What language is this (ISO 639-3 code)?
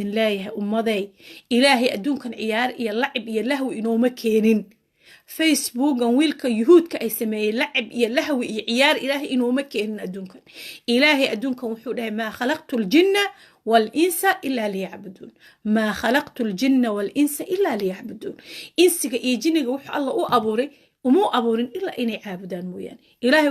som